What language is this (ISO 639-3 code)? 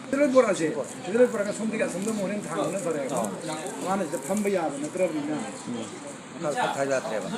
mni